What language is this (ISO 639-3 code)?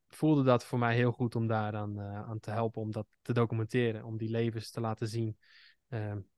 nld